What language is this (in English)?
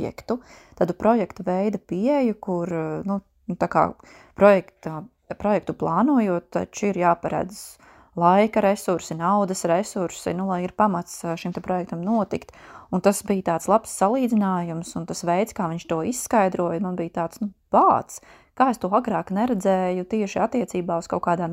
Latvian